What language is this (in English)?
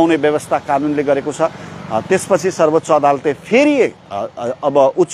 Nepali